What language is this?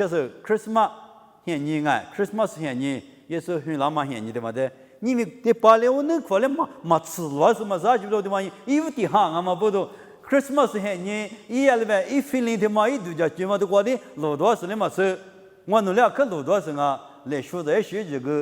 Lisu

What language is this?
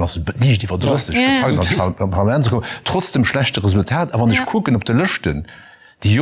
Luxembourgish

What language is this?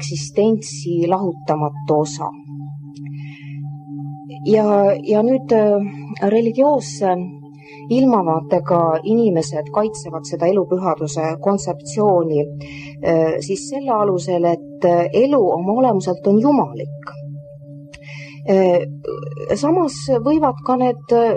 Estonian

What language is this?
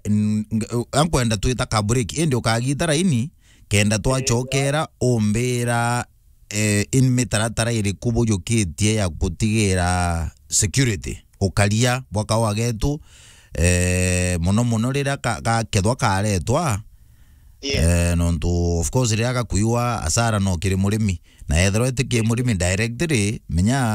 Meru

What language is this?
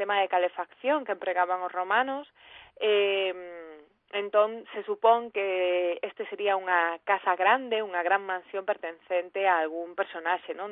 Galician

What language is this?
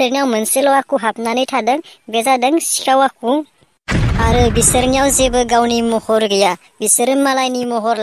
Bodo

